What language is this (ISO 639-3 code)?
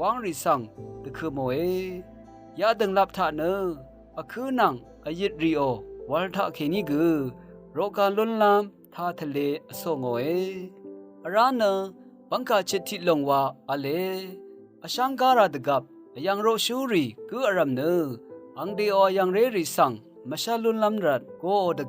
raw